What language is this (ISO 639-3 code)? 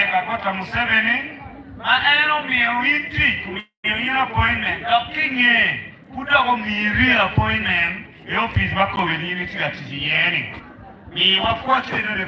ach